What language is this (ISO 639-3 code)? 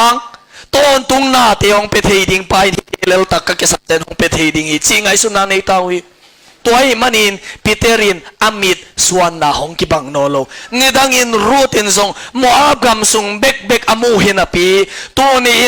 ctd